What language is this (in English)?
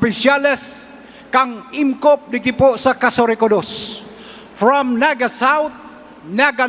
Bikol